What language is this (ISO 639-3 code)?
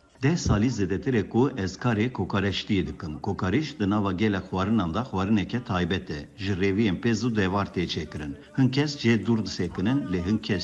kur